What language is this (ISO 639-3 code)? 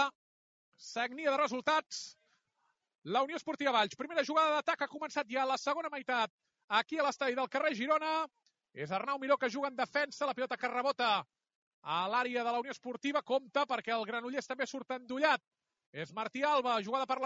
cat